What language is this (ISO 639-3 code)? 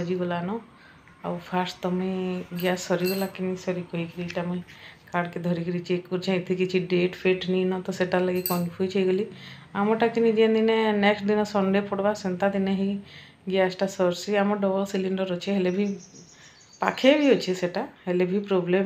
spv